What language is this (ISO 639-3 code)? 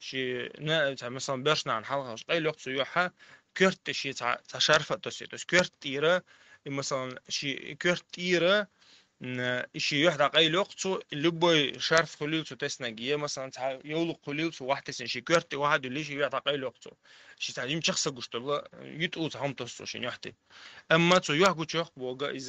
che